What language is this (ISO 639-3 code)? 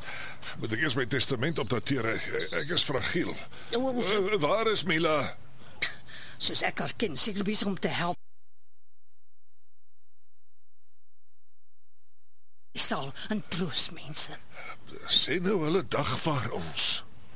afr